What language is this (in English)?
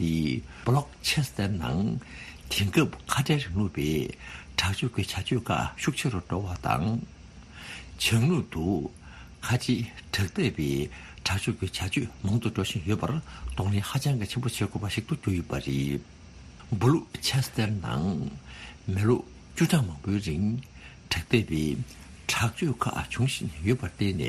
Tibetan